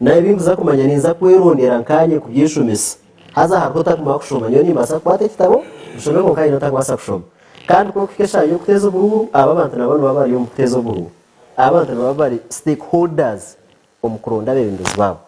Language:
Nyankole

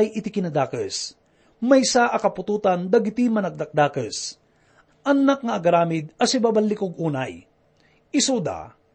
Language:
Iloko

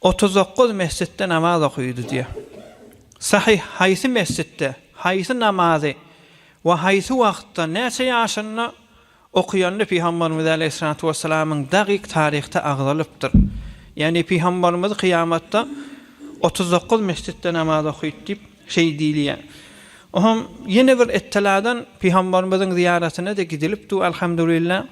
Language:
Turkmen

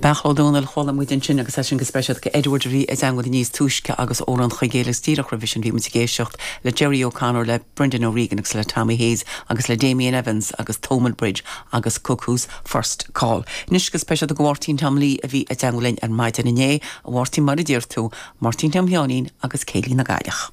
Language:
Irish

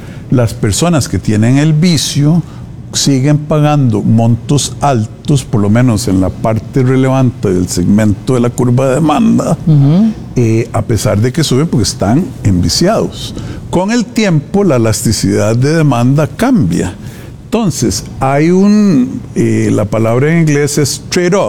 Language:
Spanish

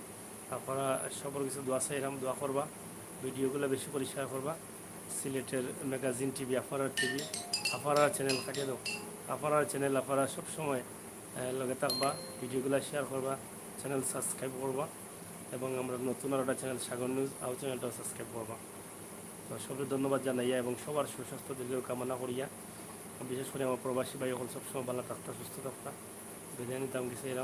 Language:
Sylheti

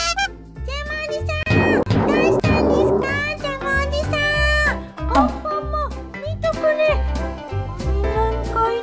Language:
Japanese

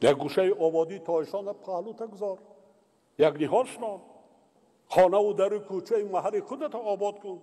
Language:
Tajik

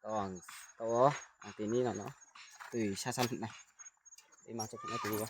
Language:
Riang (India)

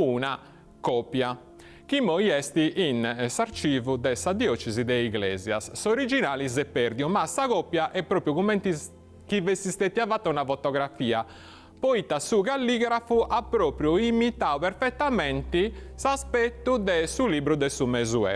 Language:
Sardinian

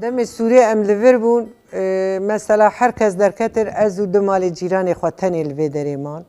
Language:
Kurdish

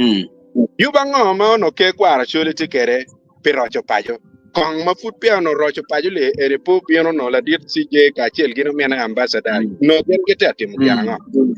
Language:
Acoli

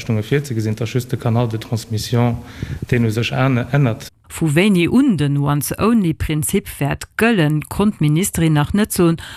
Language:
Luxembourgish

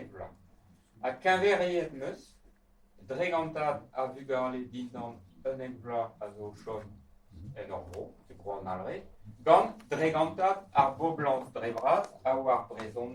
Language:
Breton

